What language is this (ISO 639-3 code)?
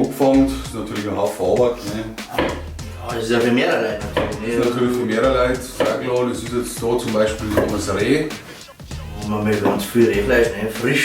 bar